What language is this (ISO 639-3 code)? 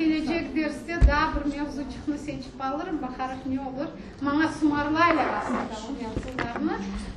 crh